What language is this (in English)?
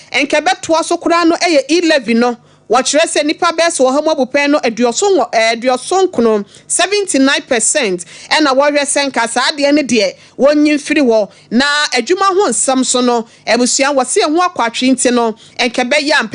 Akan